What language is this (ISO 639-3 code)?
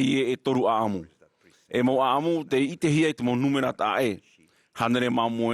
tah